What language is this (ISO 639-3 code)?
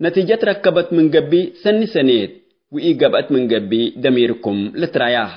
tig